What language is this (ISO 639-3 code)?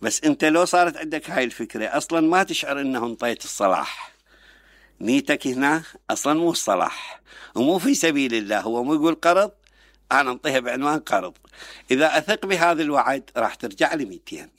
acm